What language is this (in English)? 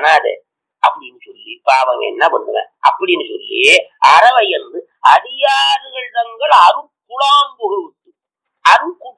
Tamil